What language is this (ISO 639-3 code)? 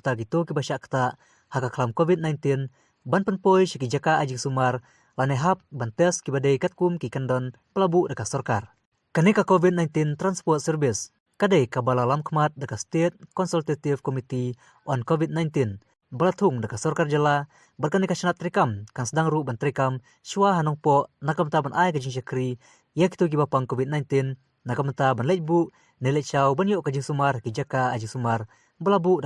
kha